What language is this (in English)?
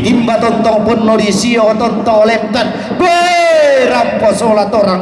Toraja-Sa'dan